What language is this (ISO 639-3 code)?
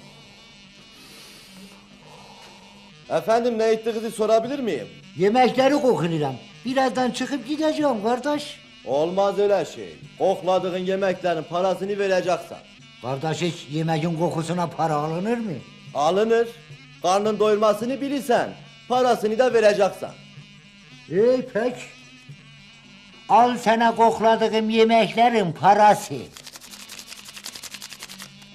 tur